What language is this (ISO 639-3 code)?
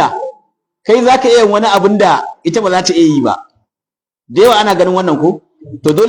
hau